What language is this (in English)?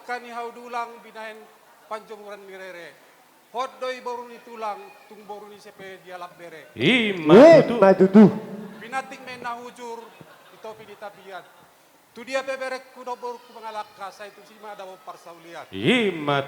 Batak Toba